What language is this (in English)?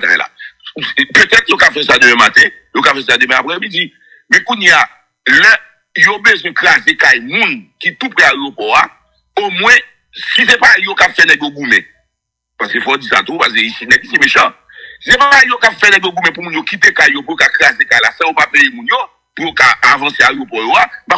Haitian Creole